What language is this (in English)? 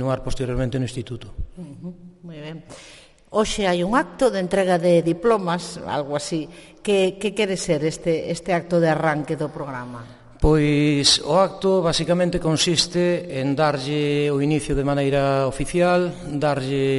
Galician